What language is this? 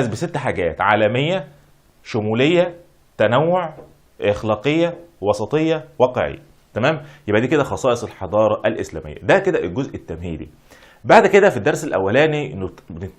Egyptian Arabic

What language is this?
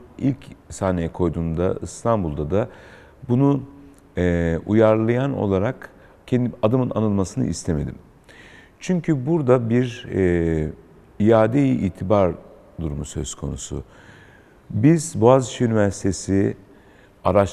Turkish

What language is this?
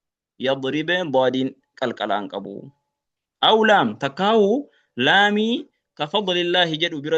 Oromo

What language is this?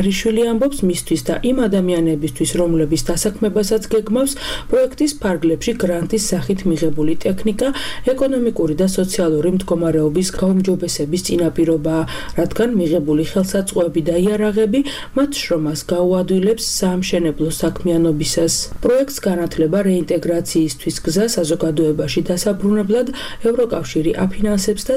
Georgian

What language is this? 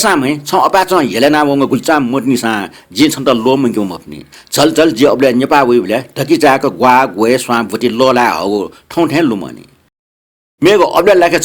Newari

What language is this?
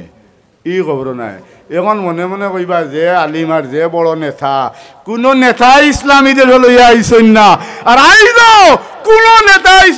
Sylheti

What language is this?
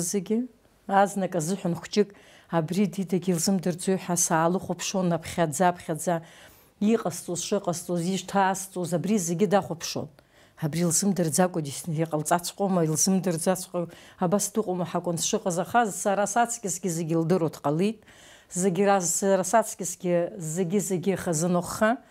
Abkhazian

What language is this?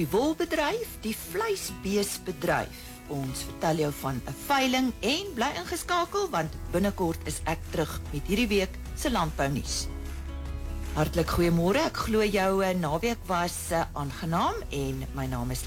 Afrikaans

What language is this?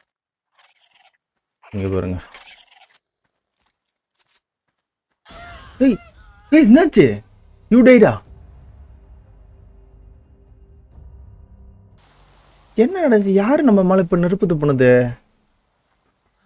Tamil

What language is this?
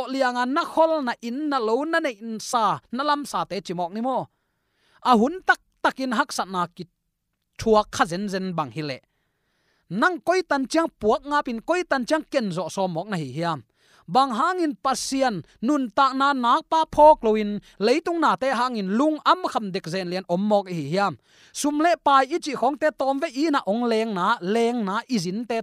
Tedim Chin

